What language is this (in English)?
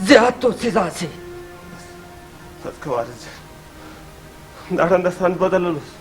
Brahui